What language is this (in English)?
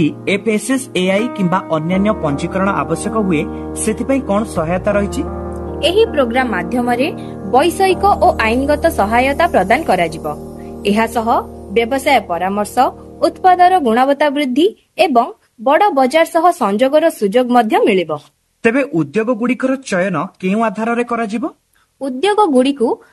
Odia